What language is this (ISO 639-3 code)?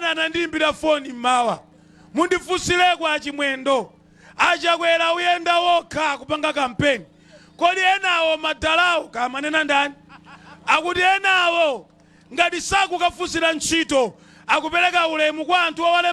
nya